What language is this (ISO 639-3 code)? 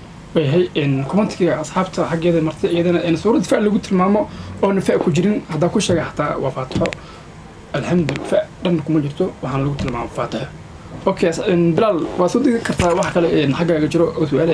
som